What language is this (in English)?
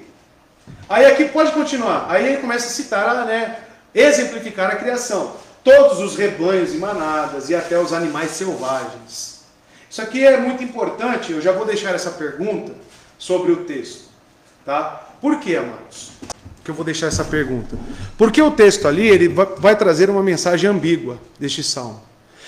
Portuguese